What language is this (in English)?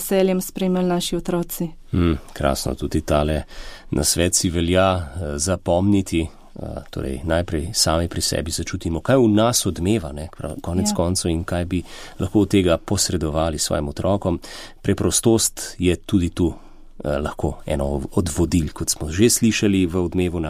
Slovenian